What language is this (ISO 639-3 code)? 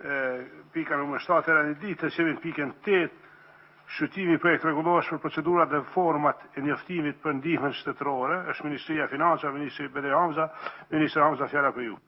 sqi